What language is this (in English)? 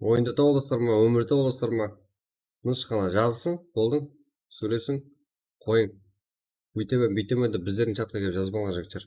Kara-Kalpak